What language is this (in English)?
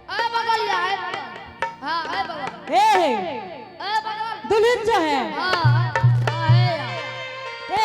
Angika